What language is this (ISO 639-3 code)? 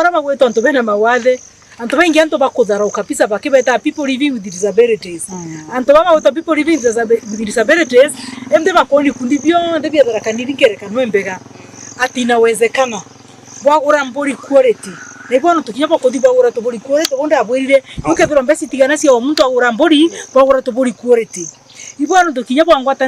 mer